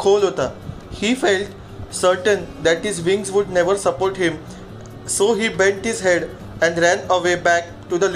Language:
Marathi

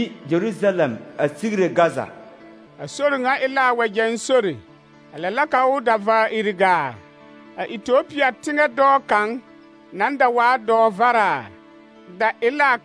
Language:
Southern Dagaare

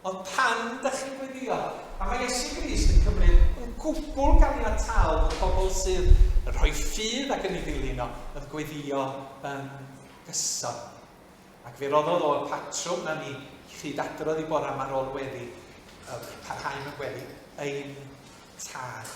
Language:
Welsh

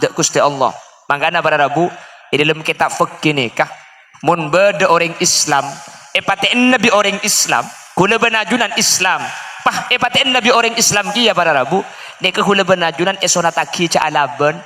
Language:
Madurese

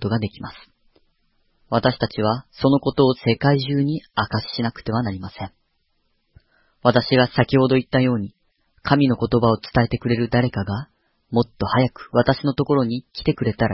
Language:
Japanese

